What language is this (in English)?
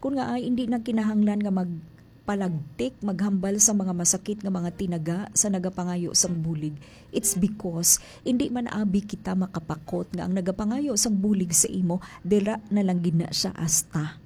Hiligaynon